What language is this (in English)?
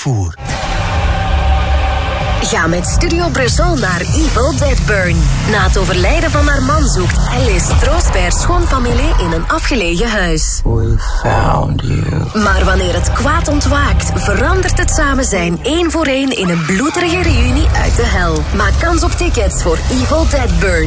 Dutch